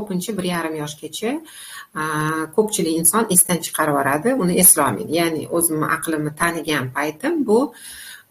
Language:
Uzbek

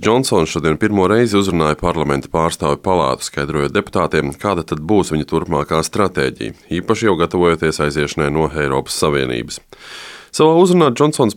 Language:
Latvian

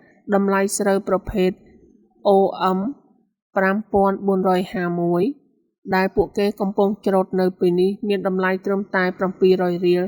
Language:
Khmer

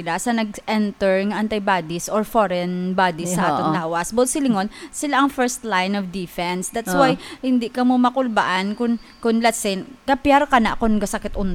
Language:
Hiligaynon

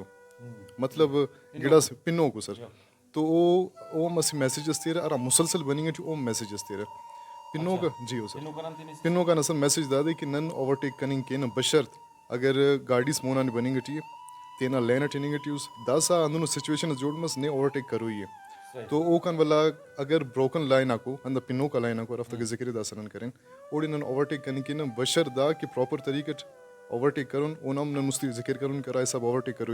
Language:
Brahui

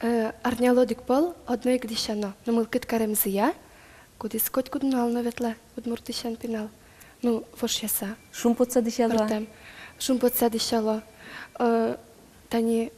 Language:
Udmurt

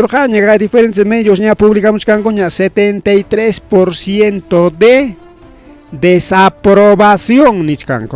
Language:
Ayacucho Quechua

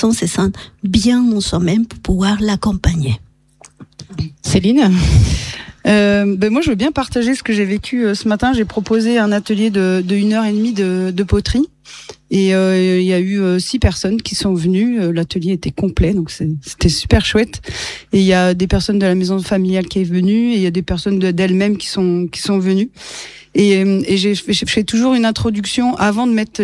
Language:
French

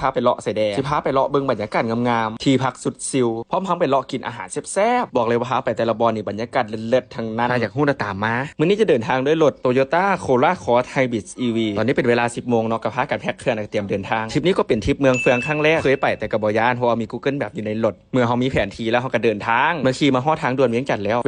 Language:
Lao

